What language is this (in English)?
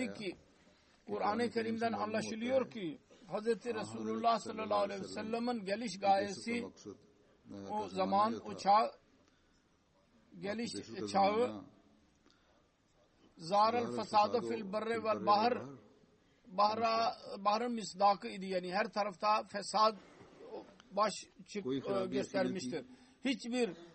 Turkish